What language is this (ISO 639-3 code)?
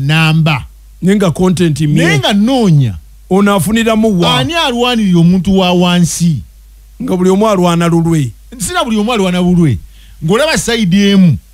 lug